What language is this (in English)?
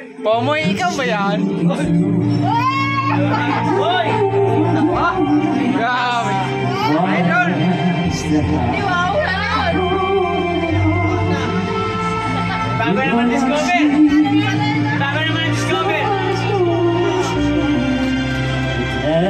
Filipino